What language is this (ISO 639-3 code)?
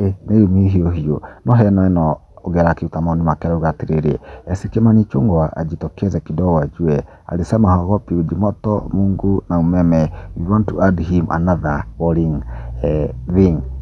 kik